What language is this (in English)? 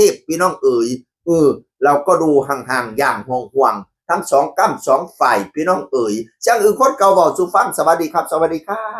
Northeastern Thai